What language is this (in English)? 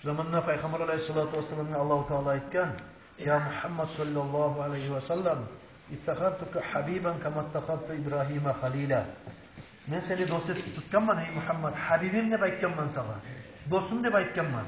Kumyk